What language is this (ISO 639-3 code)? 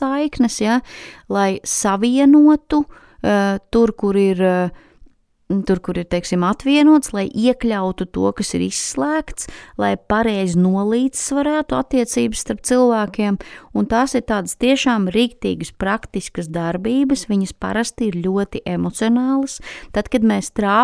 lav